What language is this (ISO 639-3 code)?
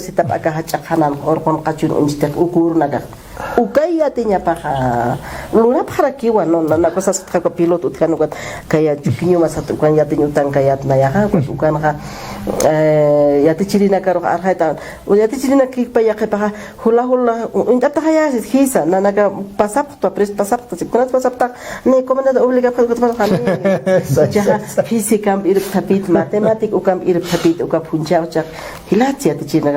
aym